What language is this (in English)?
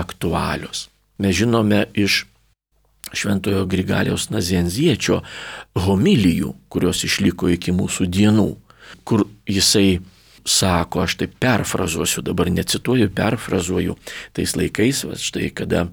Lithuanian